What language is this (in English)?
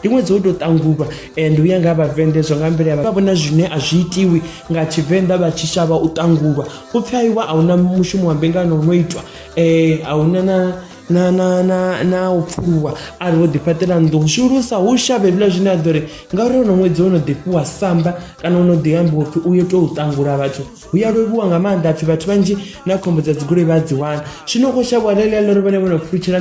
Venda